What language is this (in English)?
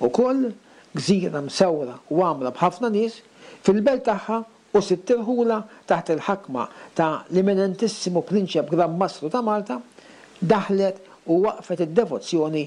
Maltese